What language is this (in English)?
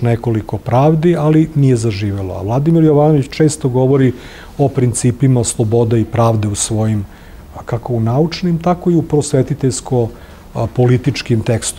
Serbian